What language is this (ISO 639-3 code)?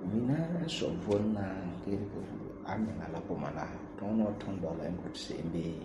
gur